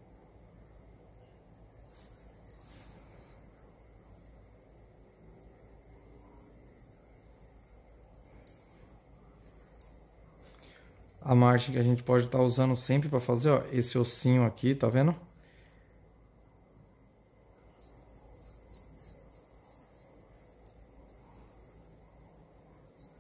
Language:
Portuguese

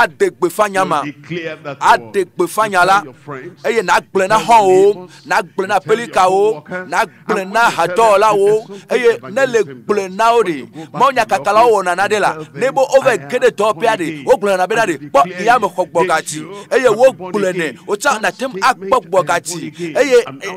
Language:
Ewe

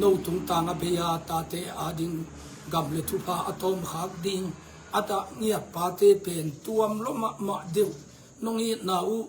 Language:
Tedim Chin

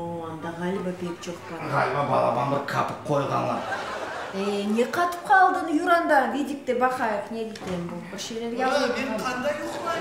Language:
Crimean Tatar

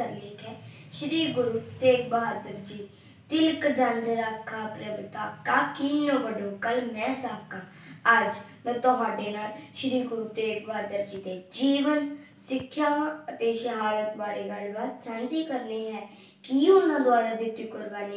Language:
Punjabi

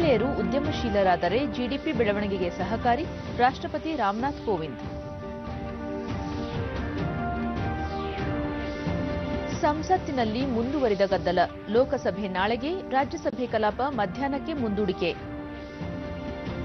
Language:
Kannada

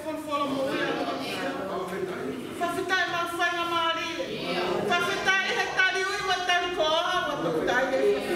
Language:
Tongan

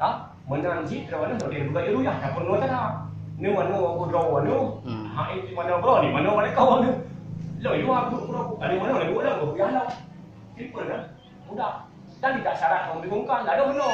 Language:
Achinese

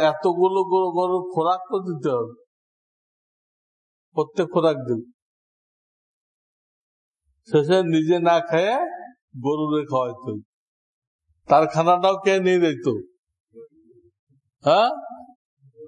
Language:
Bangla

